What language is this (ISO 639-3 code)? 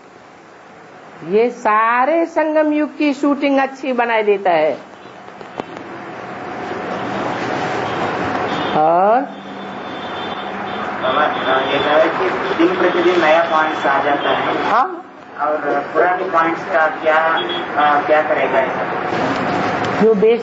hin